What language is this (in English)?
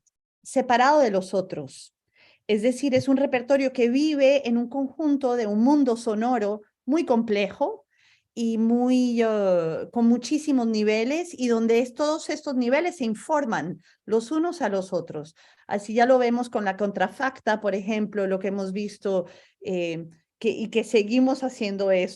Ladino